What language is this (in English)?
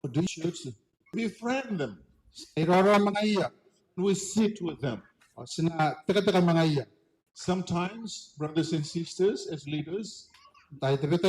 Gilbertese